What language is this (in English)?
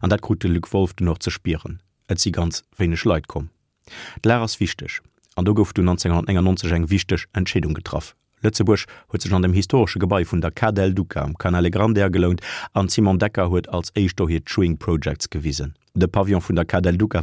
Luxembourgish